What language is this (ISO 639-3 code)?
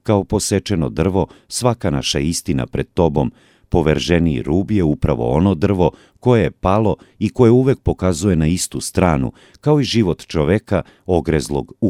srp